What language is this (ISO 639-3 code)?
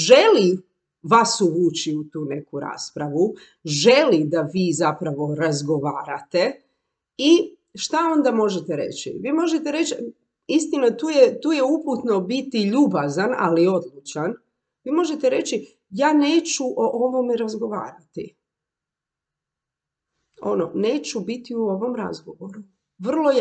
hrv